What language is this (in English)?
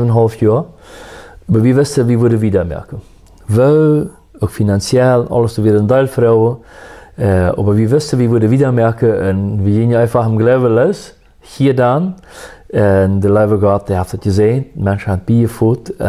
Plautdietsch